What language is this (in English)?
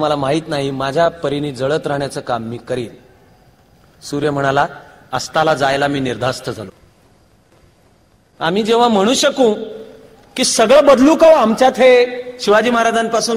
Marathi